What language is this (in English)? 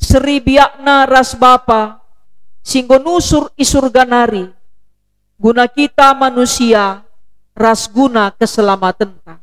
Batak Karo